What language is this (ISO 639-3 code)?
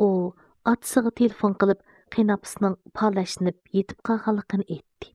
uig